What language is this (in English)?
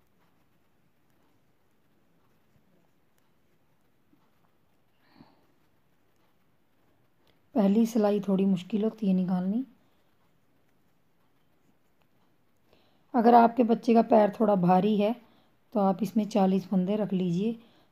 Hindi